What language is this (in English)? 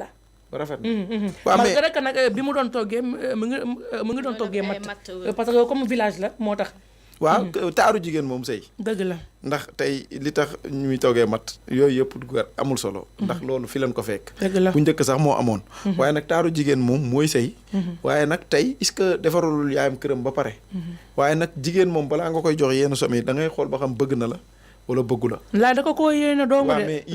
Wolof